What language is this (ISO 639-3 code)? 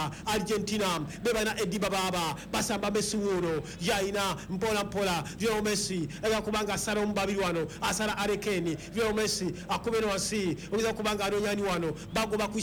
lug